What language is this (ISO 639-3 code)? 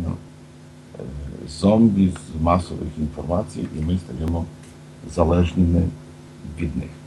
ukr